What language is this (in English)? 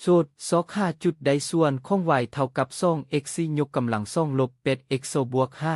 Lao